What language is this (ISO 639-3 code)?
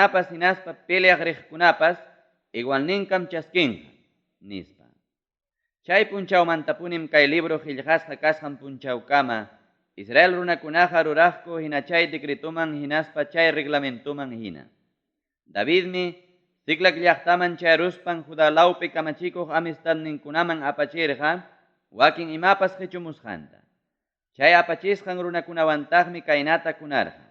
quy